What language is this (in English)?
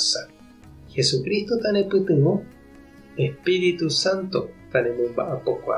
Guarani